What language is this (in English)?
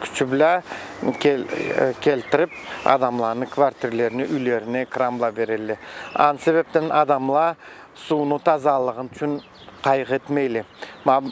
Karachay-Balkar